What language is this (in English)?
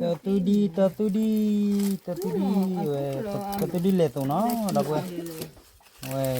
S'gaw Karen